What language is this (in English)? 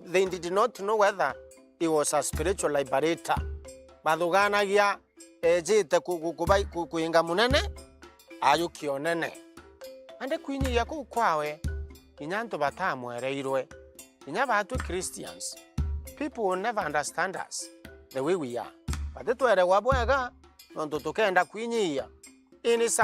Meru